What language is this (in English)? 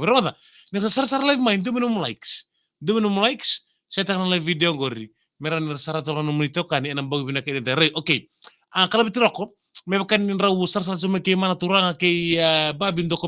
Fijian